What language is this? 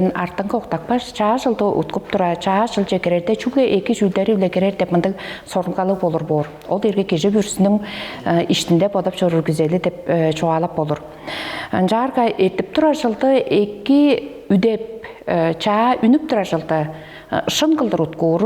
Tuvinian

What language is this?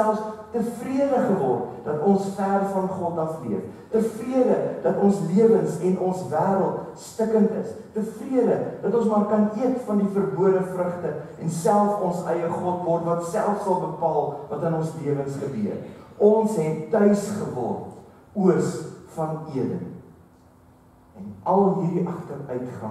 Afrikaans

